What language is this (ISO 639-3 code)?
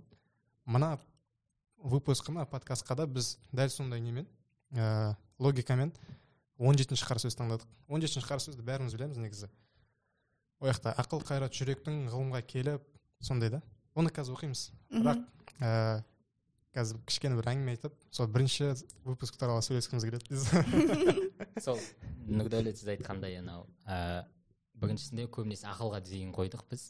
kaz